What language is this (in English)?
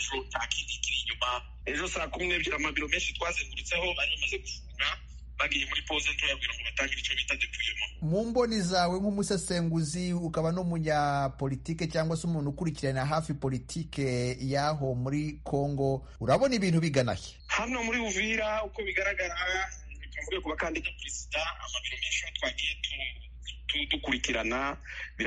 Kinyarwanda